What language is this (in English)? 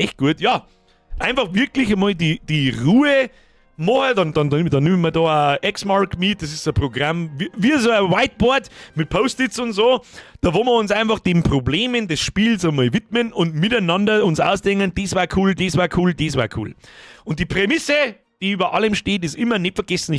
Bavarian